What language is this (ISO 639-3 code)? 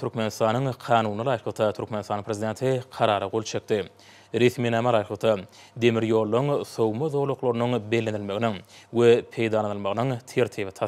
tuk